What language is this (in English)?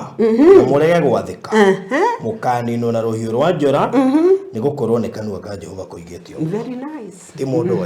Kikuyu